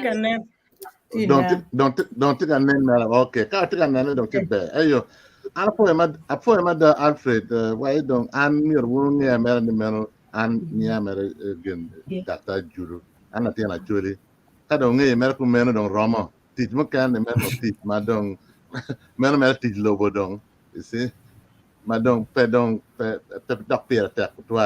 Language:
Acoli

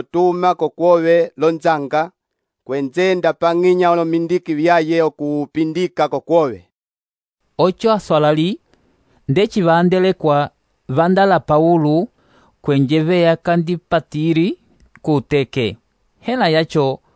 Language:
Umbundu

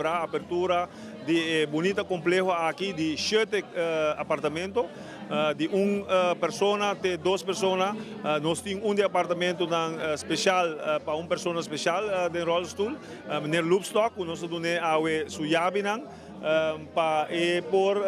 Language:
Papiamento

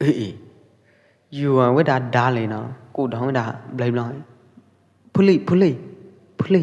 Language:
Pwo Eastern Karen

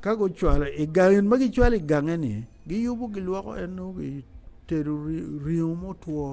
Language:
Acoli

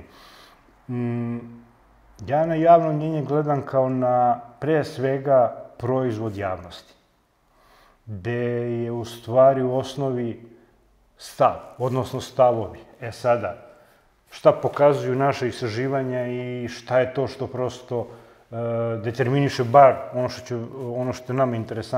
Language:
Serbian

